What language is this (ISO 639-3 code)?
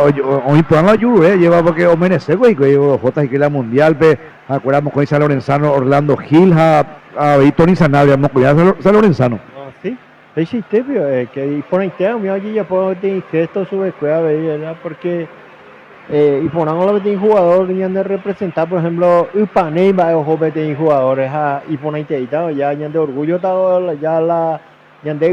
grn